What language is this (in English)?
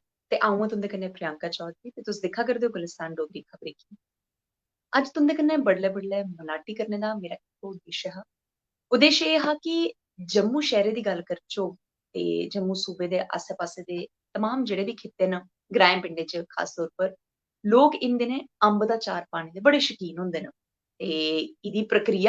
Dogri